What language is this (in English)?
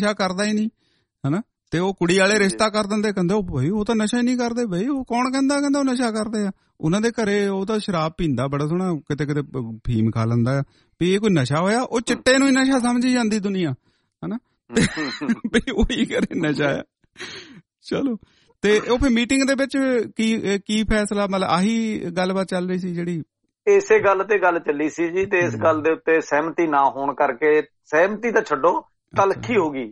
Punjabi